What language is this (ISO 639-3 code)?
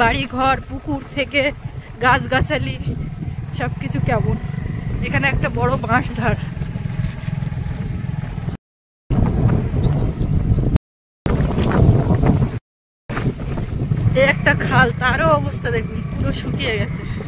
ben